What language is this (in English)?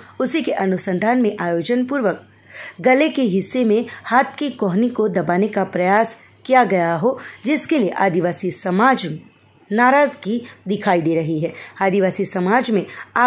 Hindi